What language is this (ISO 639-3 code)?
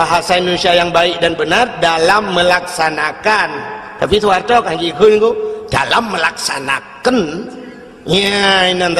ace